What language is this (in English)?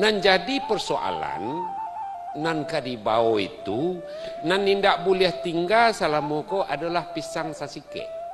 Minangkabau